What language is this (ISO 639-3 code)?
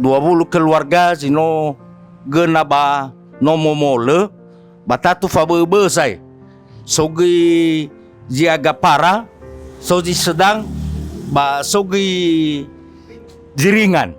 nia